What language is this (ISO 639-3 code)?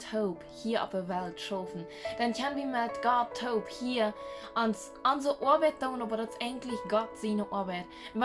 pdt